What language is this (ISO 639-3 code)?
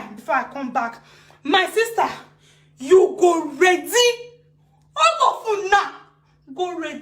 pcm